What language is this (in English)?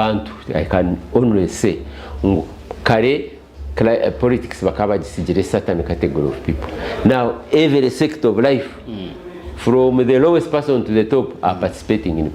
Nyankole